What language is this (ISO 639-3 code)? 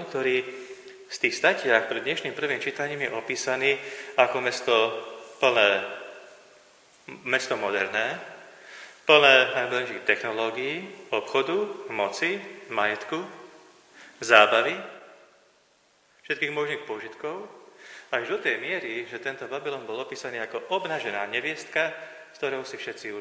slk